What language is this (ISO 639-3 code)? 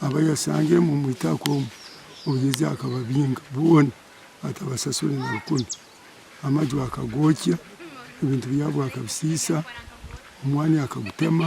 nyn